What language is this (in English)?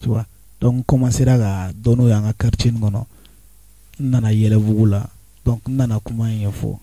Bambara